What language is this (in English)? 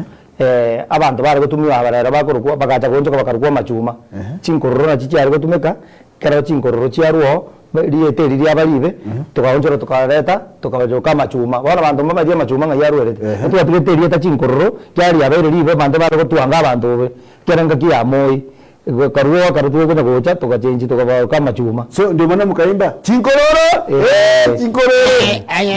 Gusii